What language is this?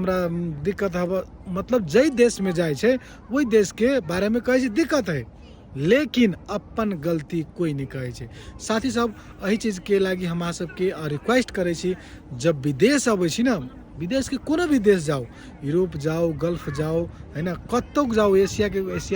Maithili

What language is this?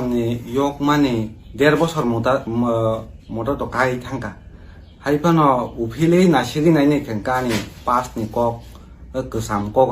Kok Borok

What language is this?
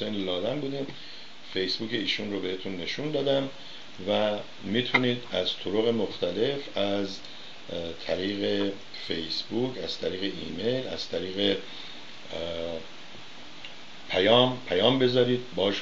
Persian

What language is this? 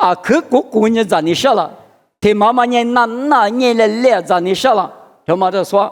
Lisu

